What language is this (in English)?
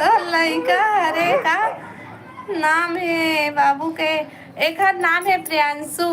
Chhattisgarhi